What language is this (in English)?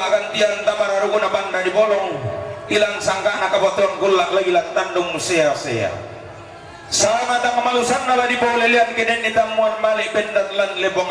Toraja-Sa'dan